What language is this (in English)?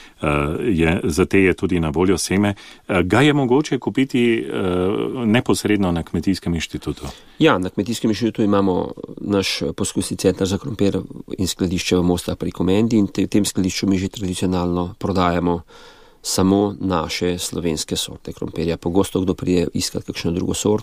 Slovenian